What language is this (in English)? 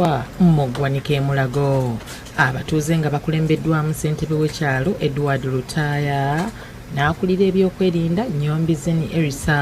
Ganda